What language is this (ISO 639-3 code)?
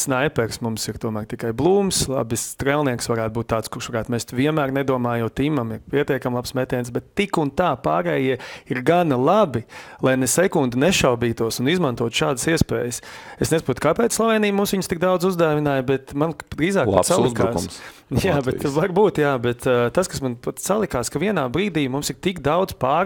lav